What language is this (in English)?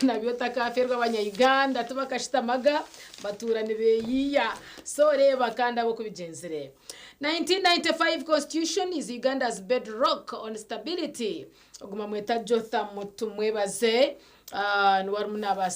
Nyankole